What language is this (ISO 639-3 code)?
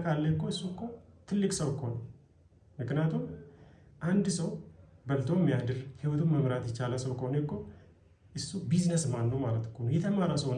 amh